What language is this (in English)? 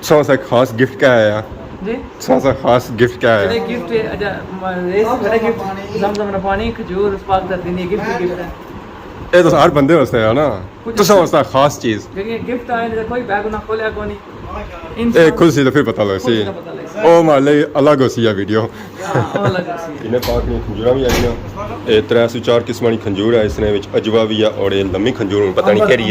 Pahari-Potwari